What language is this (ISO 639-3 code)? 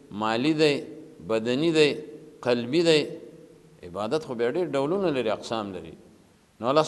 pus